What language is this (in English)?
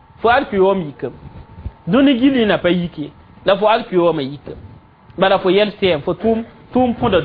Mossi